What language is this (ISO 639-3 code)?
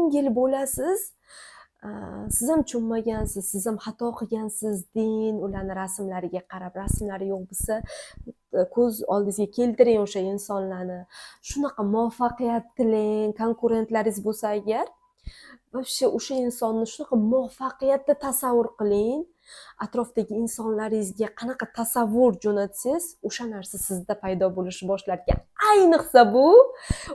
uzb